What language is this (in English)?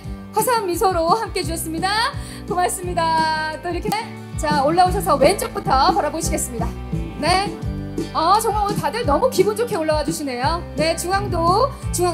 Korean